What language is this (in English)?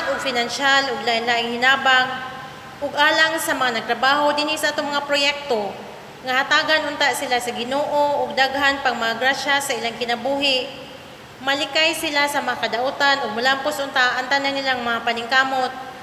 Cebuano